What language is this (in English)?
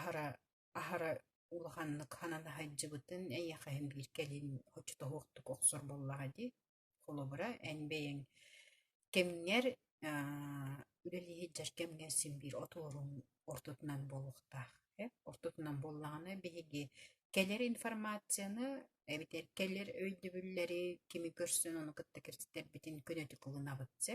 Yakut